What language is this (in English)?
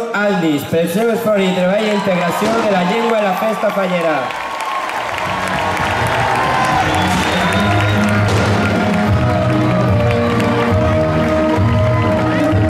Catalan